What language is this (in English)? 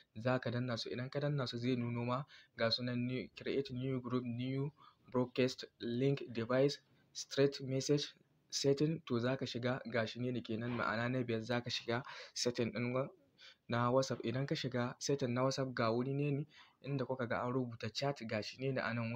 Hausa